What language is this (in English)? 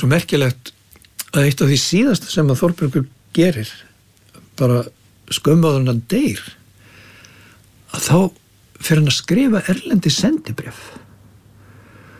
Icelandic